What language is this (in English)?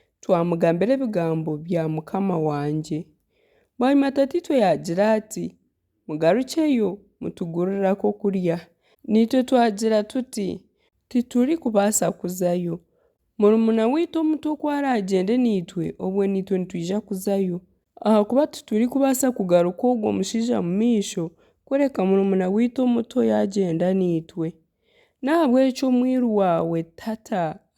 Nyankole